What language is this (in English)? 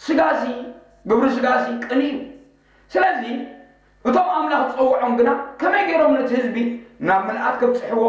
Tigrinya